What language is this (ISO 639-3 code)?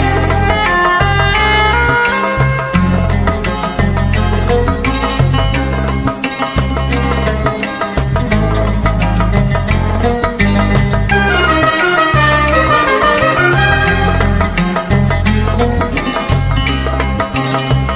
kab